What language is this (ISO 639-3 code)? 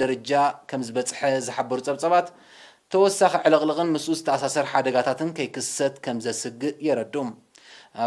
tir